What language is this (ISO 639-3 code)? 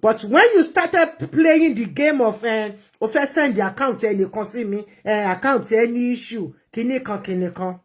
yor